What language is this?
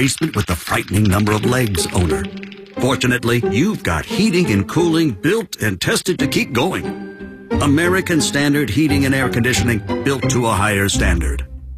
English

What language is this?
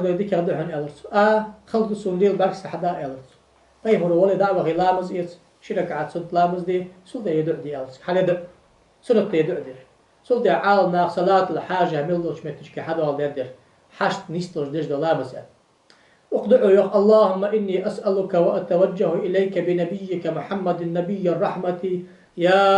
Ingush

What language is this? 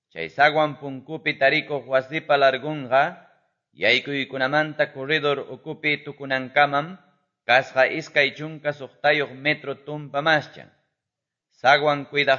Quechua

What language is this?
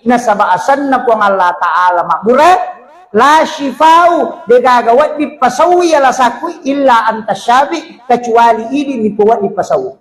Buginese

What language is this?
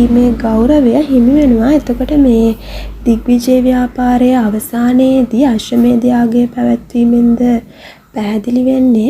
Sinhala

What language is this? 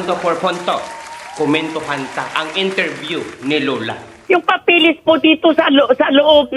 Hiligaynon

